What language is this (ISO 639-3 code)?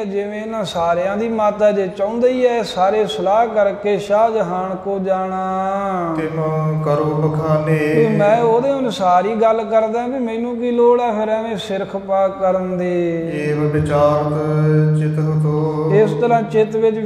pan